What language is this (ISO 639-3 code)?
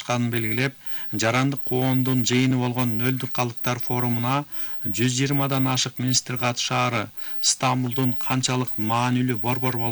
kir